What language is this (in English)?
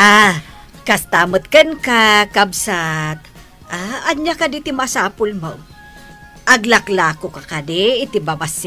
Iloko